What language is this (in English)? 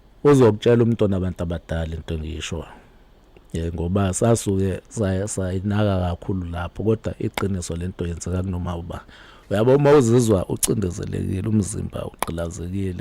Zulu